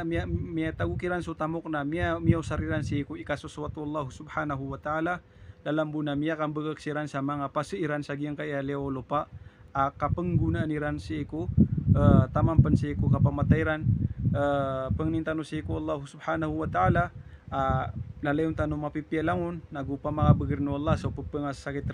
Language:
Maranao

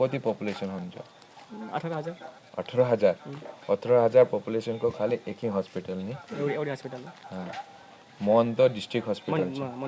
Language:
Naga Pidgin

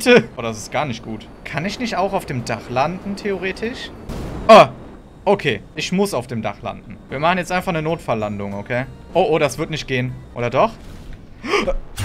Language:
German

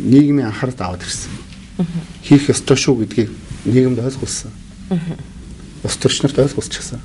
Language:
Mongolian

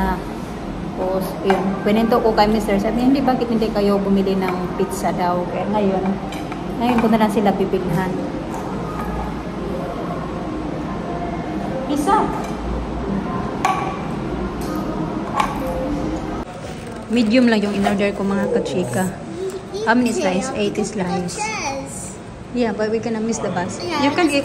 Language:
Filipino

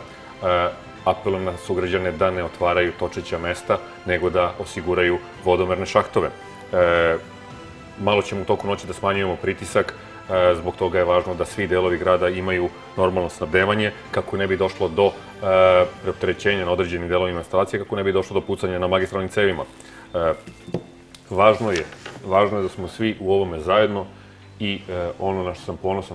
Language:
Serbian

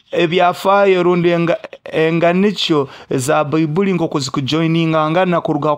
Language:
Nyoro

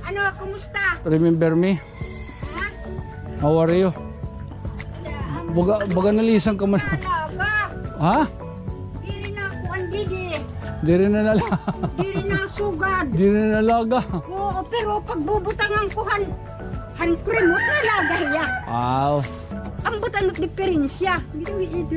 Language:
Waray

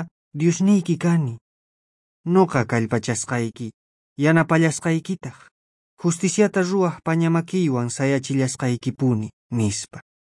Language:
South Bolivian Quechua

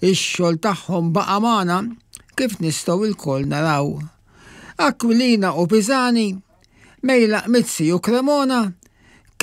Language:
Maltese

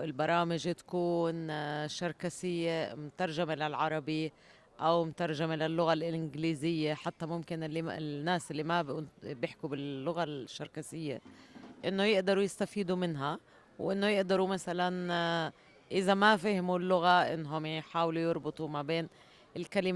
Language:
North Levantine Arabic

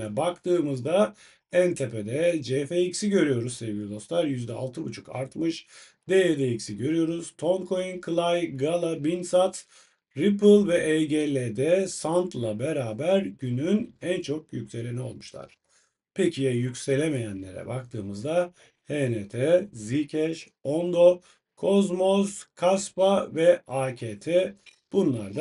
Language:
Turkish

